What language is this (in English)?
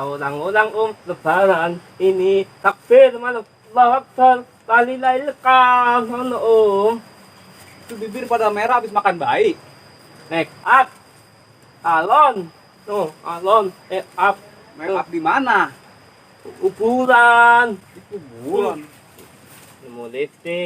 Betawi